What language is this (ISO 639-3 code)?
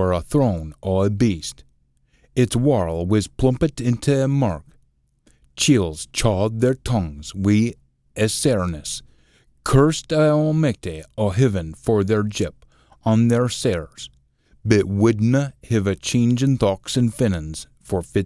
sco